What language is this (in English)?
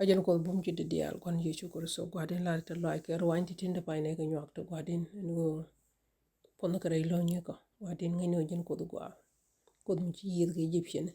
Nuer